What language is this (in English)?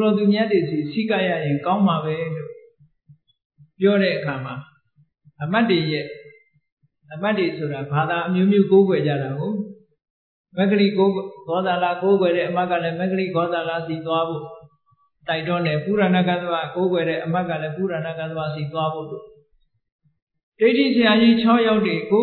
Burmese